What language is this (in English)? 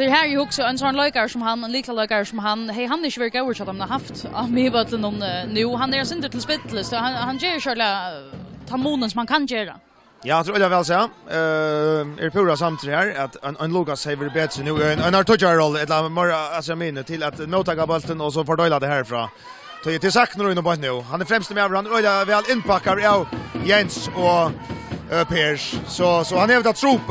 Faroese